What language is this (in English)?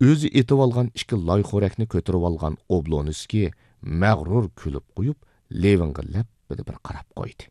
Uyghur